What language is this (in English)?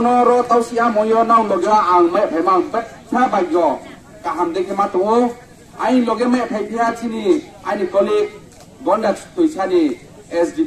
Riang (India)